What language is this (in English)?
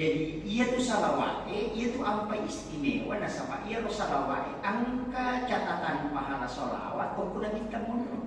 Buginese